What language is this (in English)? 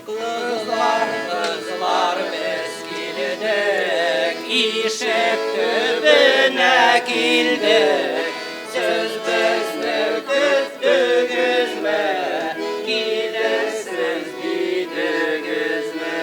Tatar